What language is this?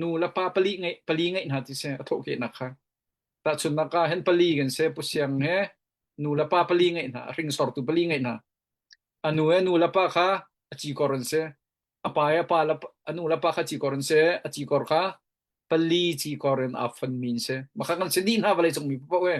Hakha Chin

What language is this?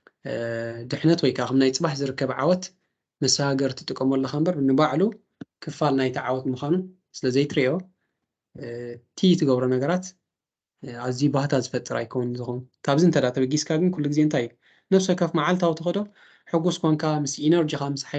Tigrinya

